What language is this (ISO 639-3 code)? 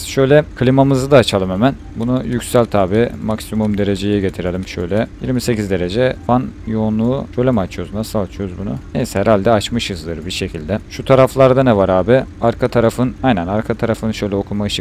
tur